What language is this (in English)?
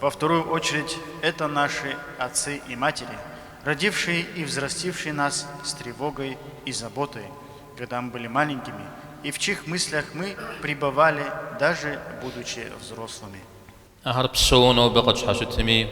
Kabardian